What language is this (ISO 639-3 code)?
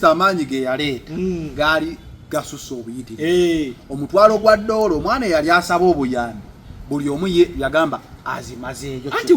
lug